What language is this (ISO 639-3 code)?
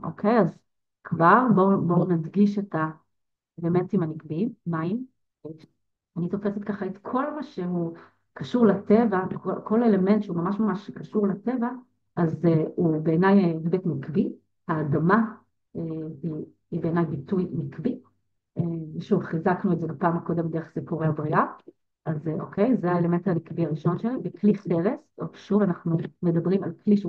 heb